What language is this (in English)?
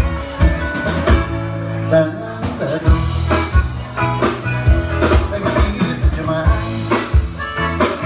Portuguese